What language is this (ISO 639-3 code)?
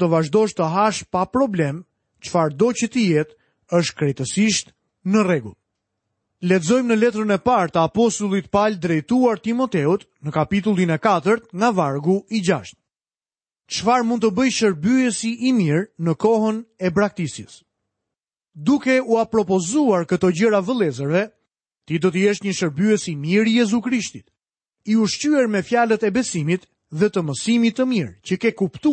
sqi